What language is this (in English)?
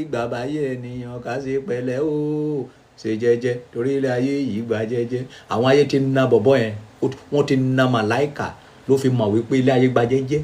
Yoruba